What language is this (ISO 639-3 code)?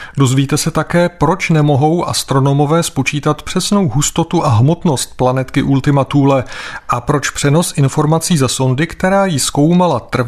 ces